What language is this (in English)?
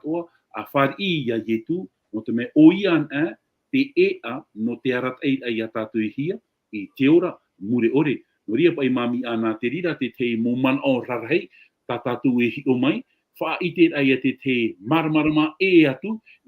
Tahitian